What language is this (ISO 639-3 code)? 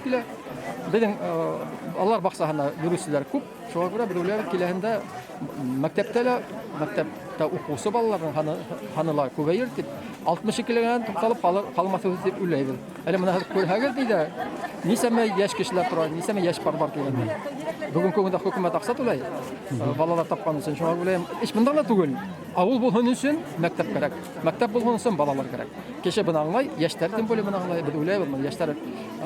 bak